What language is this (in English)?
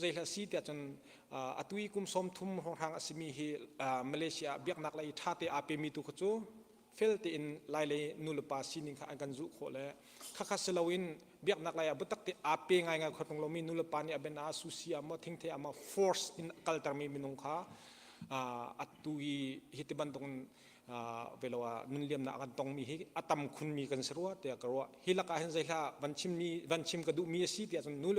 Hakha Chin